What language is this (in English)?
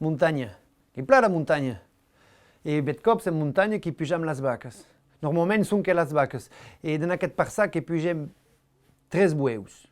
Occitan